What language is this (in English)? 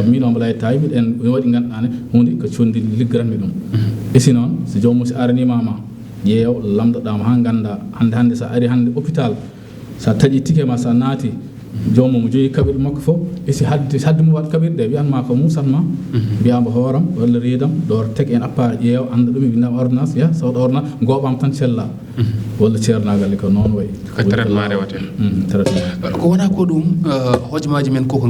Fula